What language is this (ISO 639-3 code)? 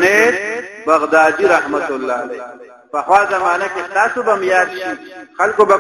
pus